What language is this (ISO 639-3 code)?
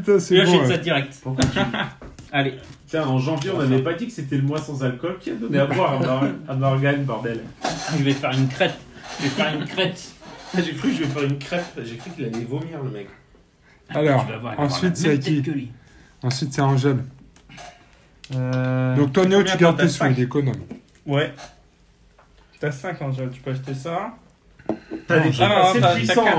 fra